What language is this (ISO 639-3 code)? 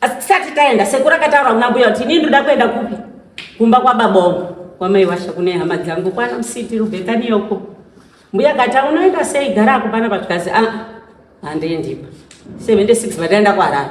sna